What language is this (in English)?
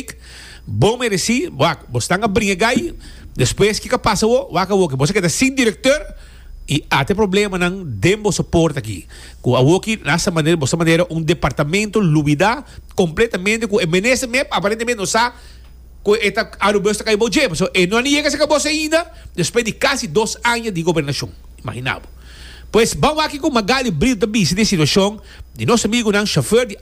Papiamento